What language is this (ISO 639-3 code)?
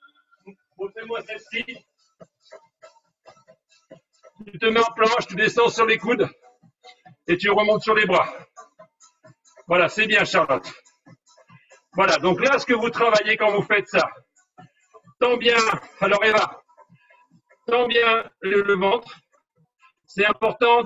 fra